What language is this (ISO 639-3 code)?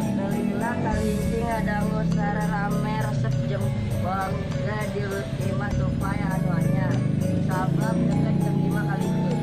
sun